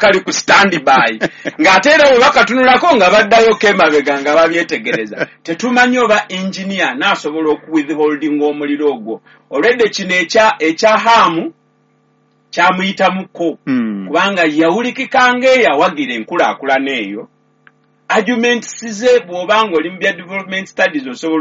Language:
Ganda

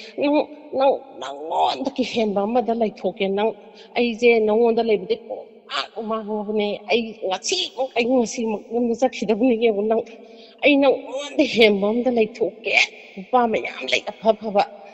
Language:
Manipuri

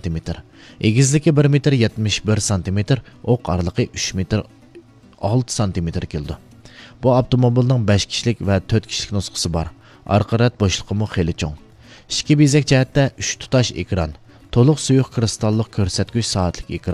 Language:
Uyghur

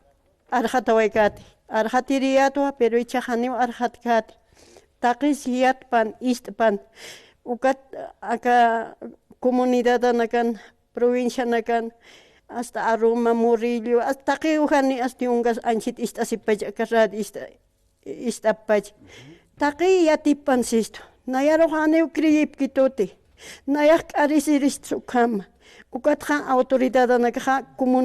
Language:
Aymara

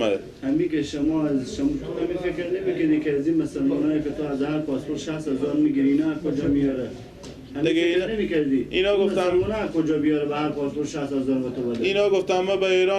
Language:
Persian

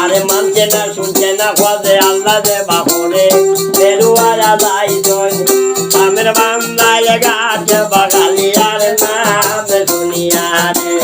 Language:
Sylheti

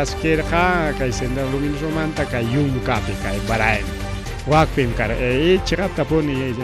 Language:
Ayacucho Quechua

